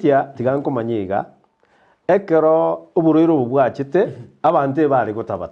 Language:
Gusii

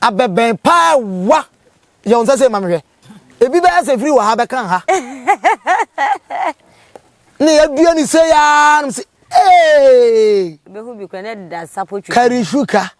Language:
Akan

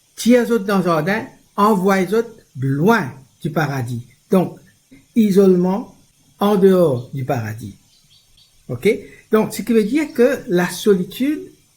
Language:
Morisyen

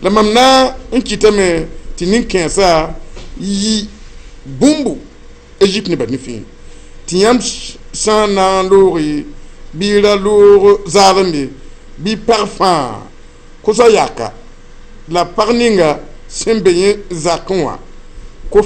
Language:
Mossi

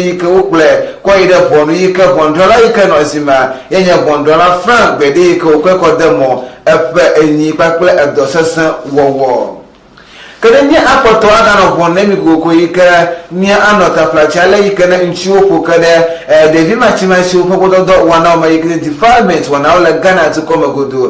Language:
Ewe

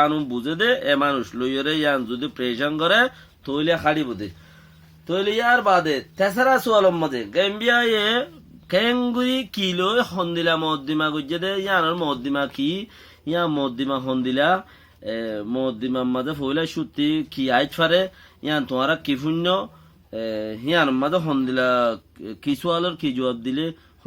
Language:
Rohingya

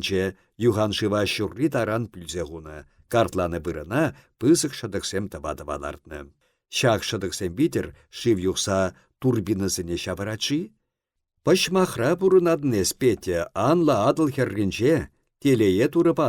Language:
Chuvash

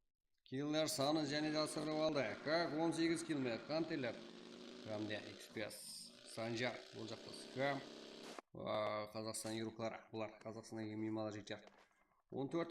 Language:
Kara-Kalpak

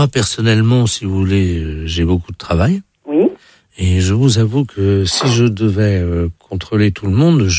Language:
French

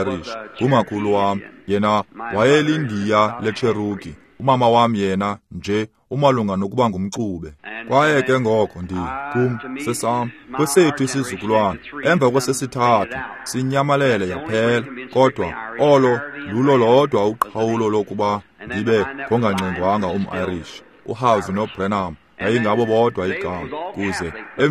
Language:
Xhosa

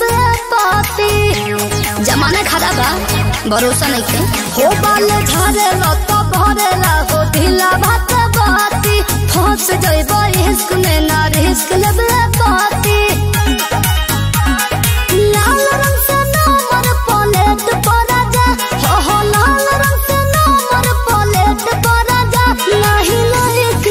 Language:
Bhojpuri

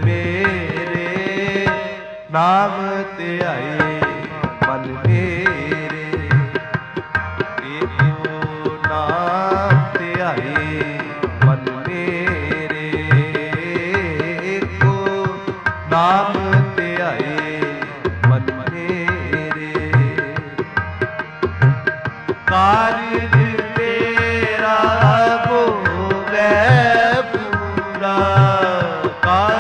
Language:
Punjabi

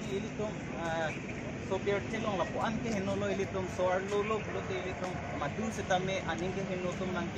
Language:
Karbi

